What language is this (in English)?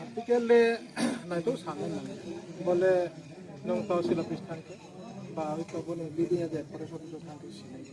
Riang (India)